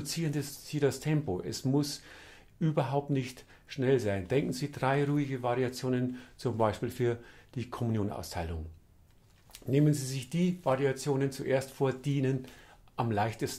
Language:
German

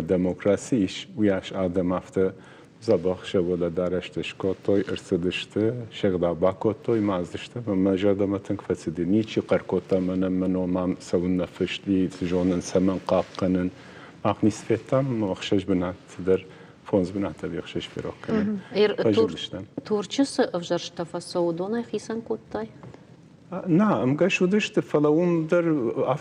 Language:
Ossetic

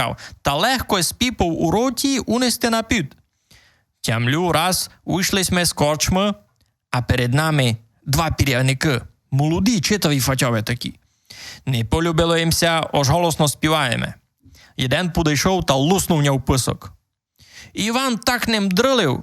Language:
Rusyn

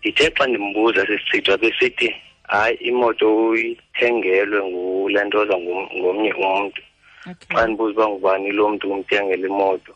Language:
Xhosa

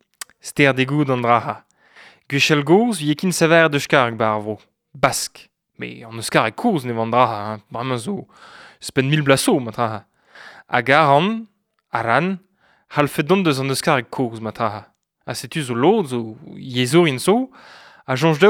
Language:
Breton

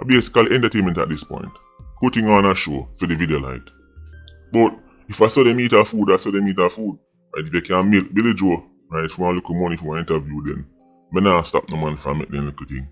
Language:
Jamaican Creole English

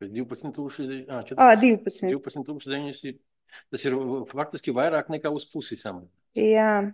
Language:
Latvian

